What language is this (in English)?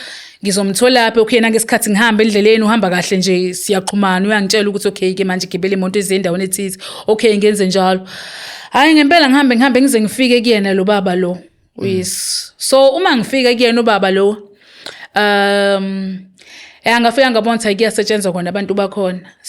Zulu